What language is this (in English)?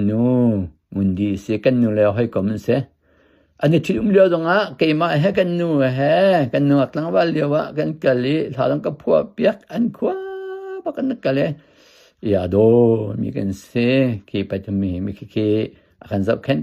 Hakha Chin